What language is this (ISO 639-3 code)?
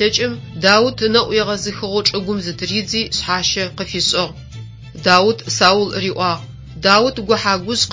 ady